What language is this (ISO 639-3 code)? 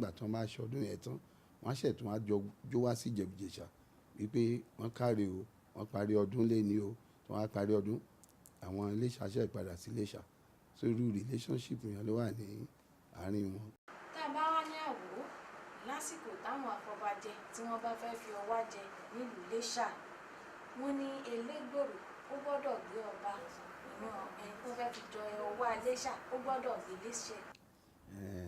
yor